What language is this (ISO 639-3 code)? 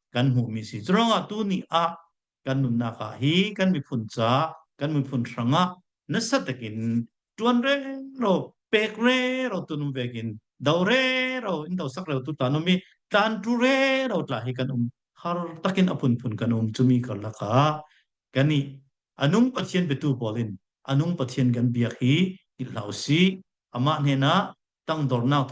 cfm